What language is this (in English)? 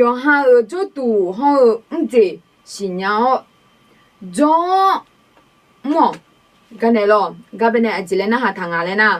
Akha